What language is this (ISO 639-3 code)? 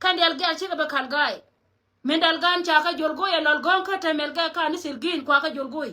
nus